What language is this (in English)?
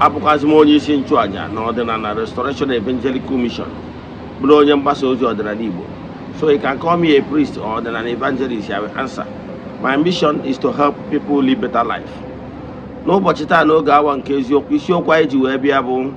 Igbo